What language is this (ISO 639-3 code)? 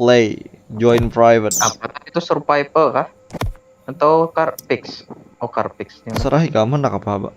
bjn